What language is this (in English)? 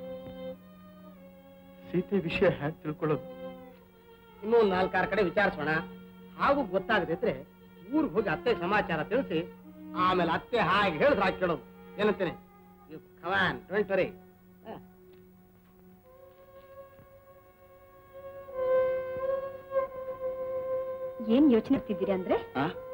Kannada